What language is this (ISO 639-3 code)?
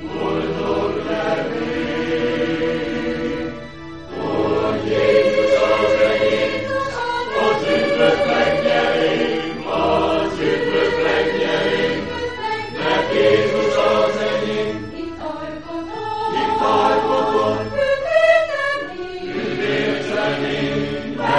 hun